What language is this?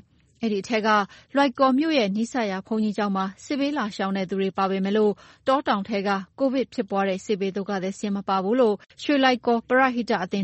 Burmese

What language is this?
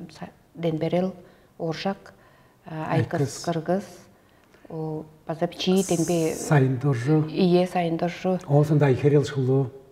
Tuvinian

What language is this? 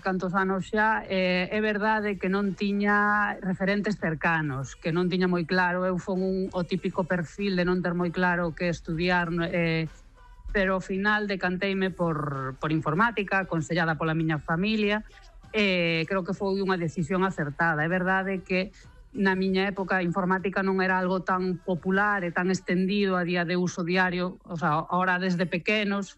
Galician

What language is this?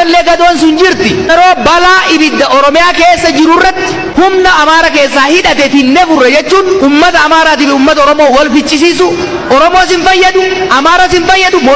Oromo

